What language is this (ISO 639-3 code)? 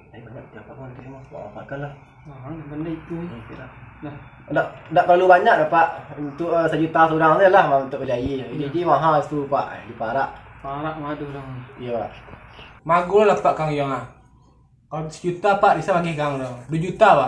min